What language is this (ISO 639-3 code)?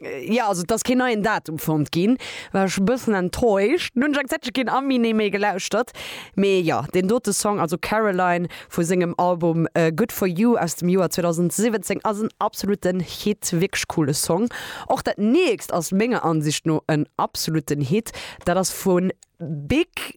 ltz